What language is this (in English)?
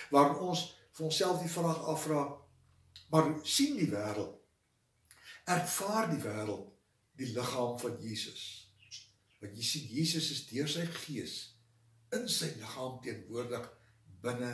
Afrikaans